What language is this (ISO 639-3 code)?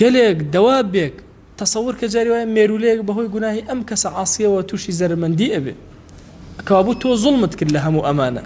ckb